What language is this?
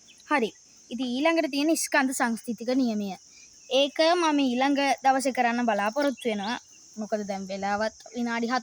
Sinhala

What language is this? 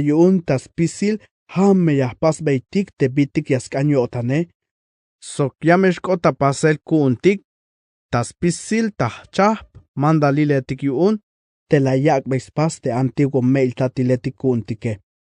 Tzeltal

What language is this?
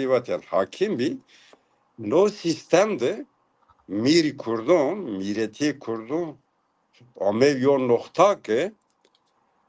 Zaza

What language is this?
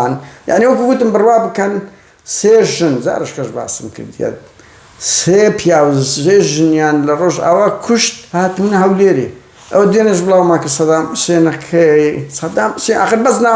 Central Kurdish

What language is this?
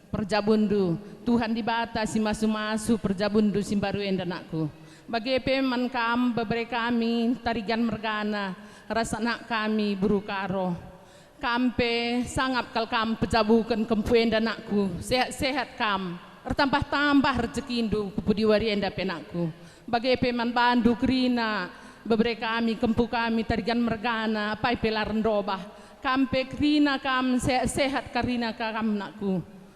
Batak Karo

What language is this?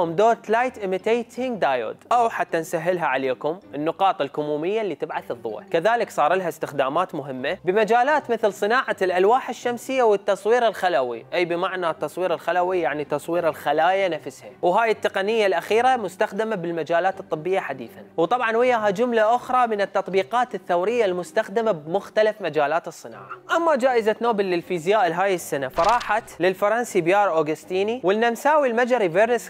Mesopotamian Arabic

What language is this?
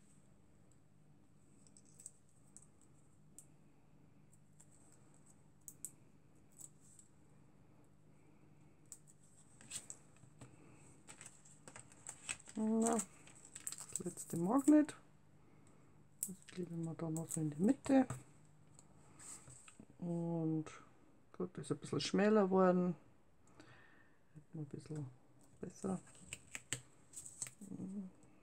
German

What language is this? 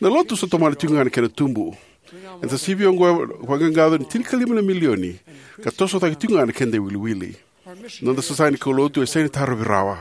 Fijian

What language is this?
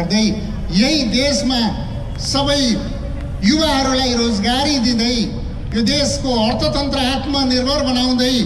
Nepali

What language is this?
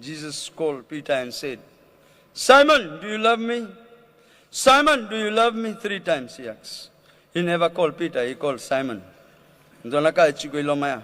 Fijian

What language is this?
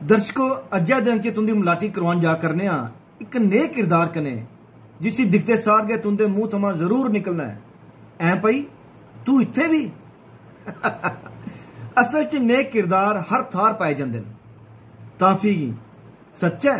Dogri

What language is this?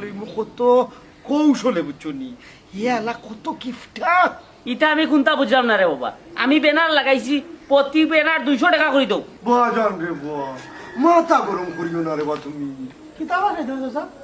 Sylheti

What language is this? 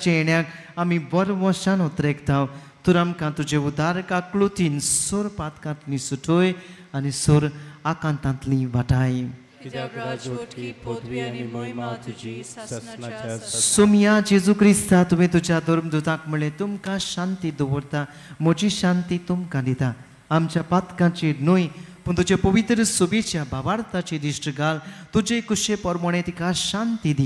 Konkani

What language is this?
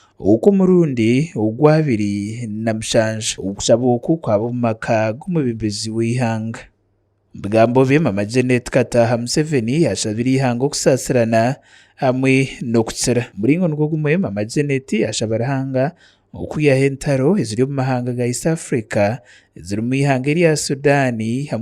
Nyankole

